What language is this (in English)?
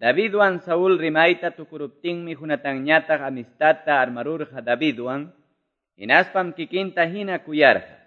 Quechua